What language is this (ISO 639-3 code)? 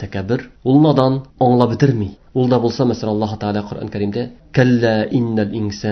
tat